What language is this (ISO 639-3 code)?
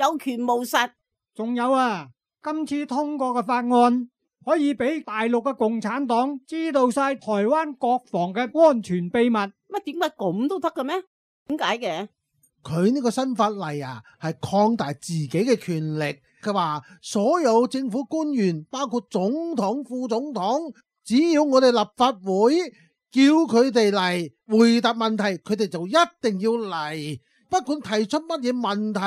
yue